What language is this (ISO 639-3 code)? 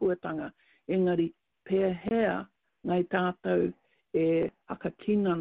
mri